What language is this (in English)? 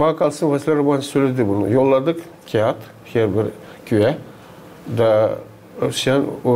Gagauz